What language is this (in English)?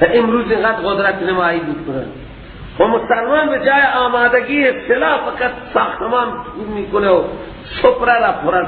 Persian